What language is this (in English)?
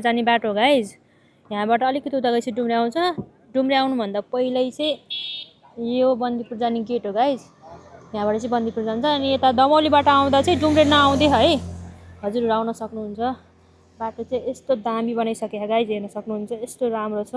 Nepali